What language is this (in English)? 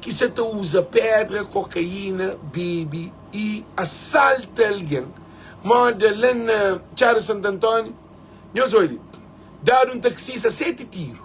Kabuverdianu